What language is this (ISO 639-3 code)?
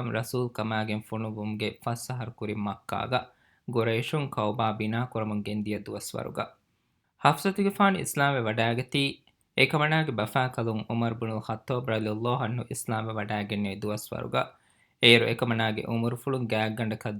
div